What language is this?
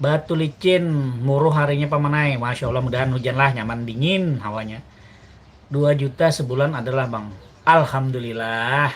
Banjar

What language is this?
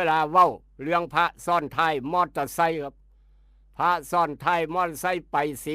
Northeastern Thai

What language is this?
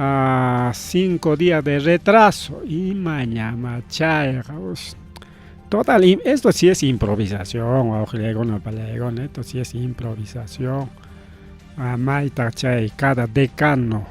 Ayacucho Quechua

